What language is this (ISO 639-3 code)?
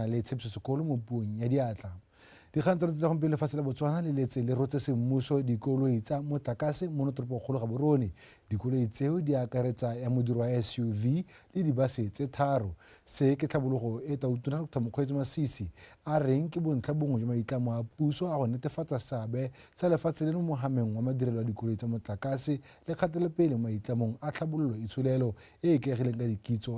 tsn